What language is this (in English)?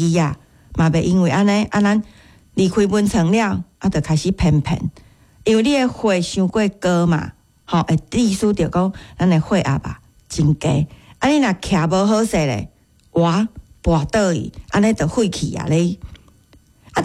Min Nan Chinese